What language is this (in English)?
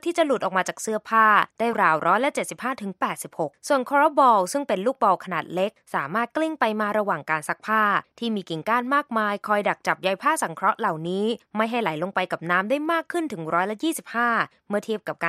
Thai